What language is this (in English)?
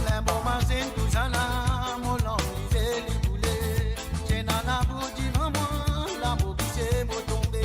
Morisyen